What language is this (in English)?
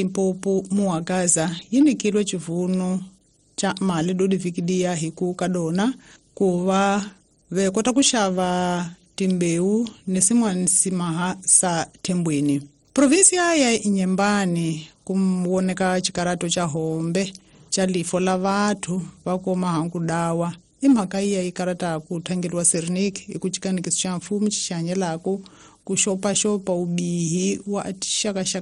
Tsonga